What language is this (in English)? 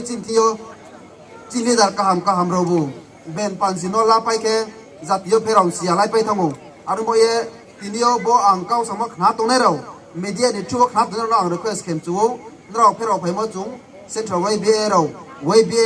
Riang (India)